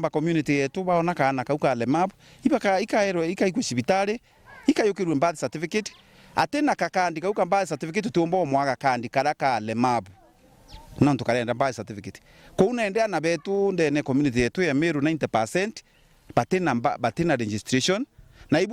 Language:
Meru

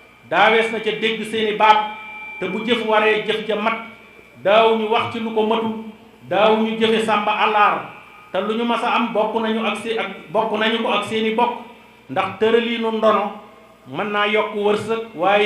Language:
Wolof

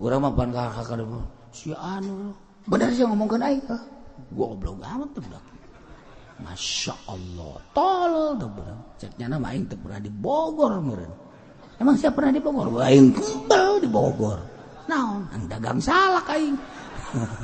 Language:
Sundanese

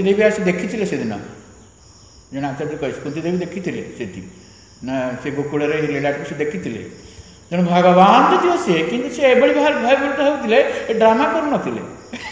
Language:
Odia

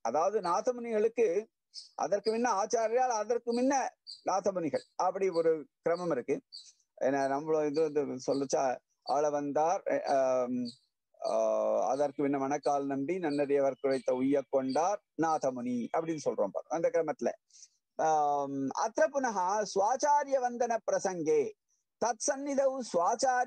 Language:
Tamil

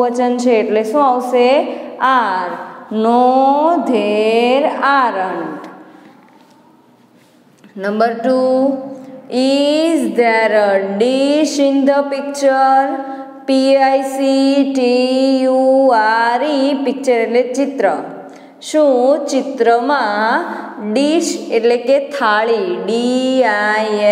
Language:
Gujarati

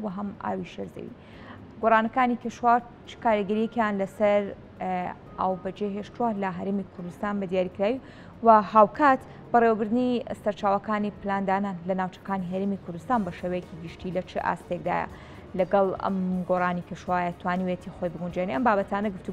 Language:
Central Kurdish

